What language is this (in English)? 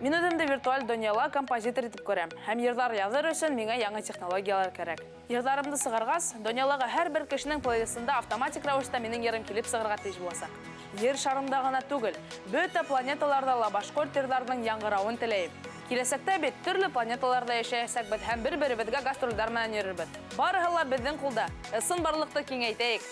Bashkir